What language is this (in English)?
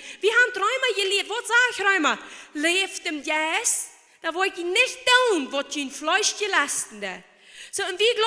Plautdietsch